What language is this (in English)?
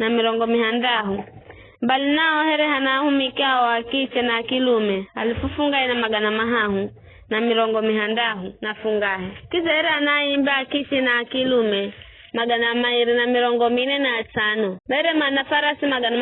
Giryama